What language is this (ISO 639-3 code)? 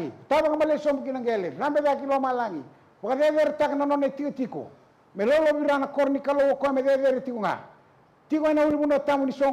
fij